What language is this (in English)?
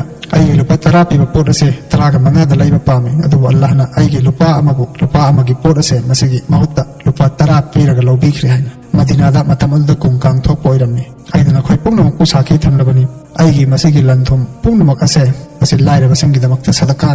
Manipuri